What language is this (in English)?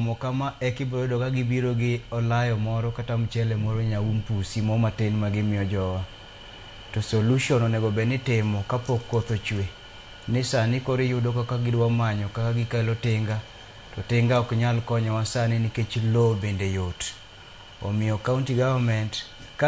Luo (Kenya and Tanzania)